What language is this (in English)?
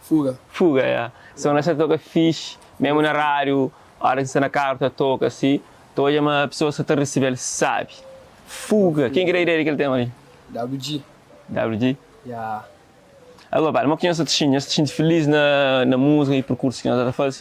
Kabuverdianu